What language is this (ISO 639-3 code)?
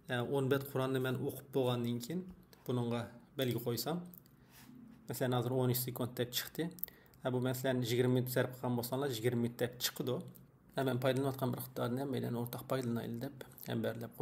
uig